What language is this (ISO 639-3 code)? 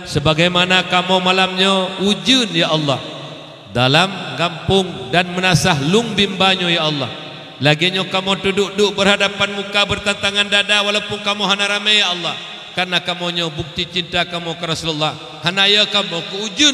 ace